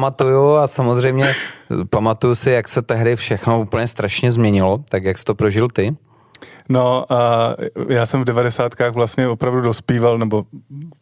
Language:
Czech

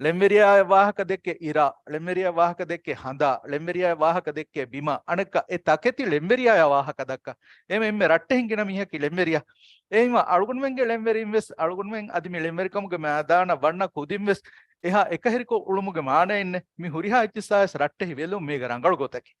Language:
Divehi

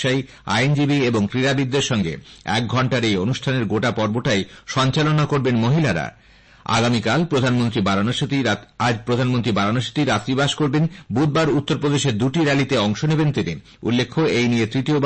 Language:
Bangla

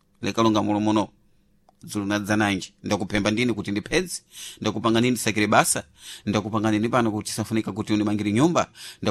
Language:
Sena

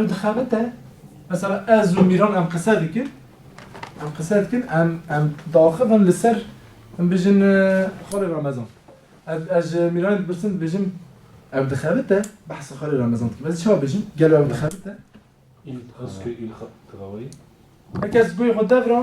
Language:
Kurdish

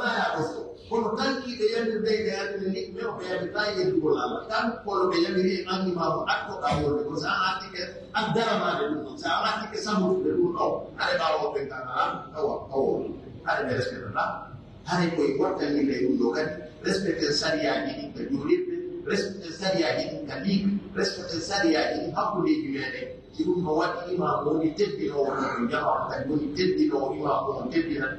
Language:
Pular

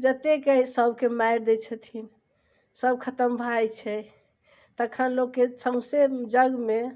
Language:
Maithili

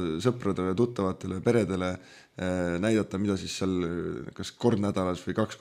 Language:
Estonian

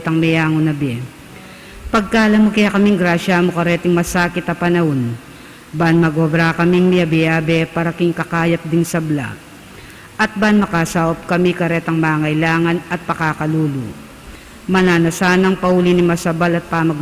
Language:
Pampanga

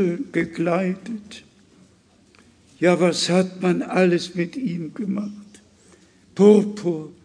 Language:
German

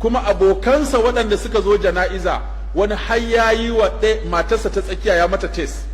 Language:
Hausa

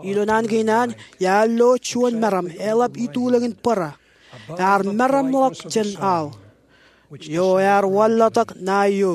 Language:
Marshallese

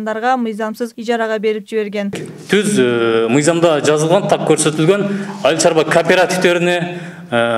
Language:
Kyrgyz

